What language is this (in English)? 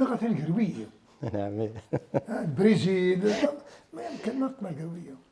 Kabyle